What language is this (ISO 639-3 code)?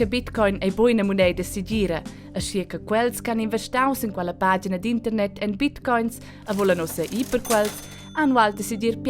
roh